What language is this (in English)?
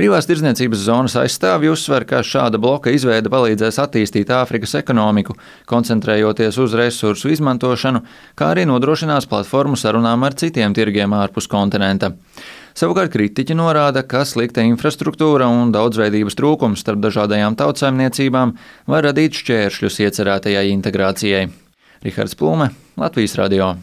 Latvian